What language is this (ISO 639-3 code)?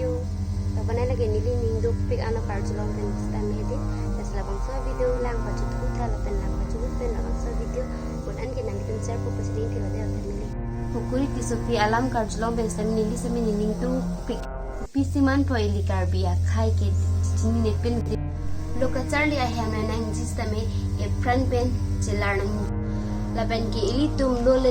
mjw